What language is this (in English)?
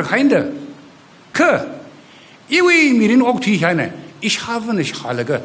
Tangkhul Naga (India)